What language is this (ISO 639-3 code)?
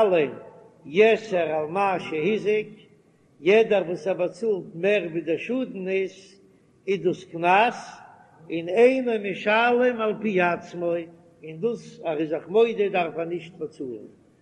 yid